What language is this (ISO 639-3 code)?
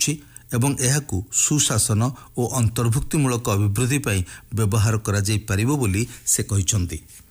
ori